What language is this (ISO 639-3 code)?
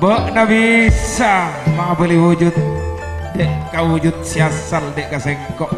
mad